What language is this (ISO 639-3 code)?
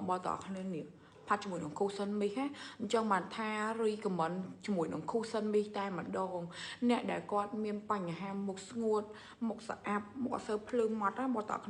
khm